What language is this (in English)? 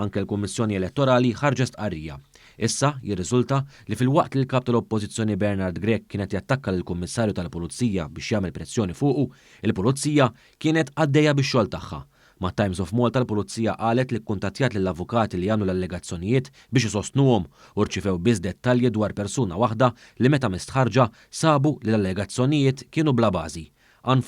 Maltese